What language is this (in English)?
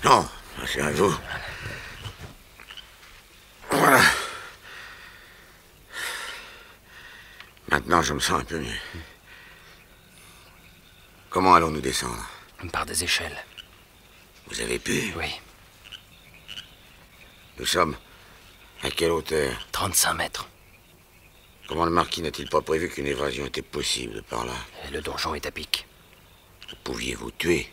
French